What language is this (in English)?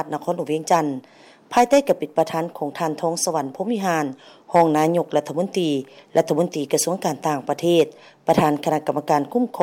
Lao